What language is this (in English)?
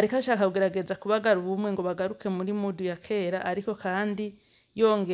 Rundi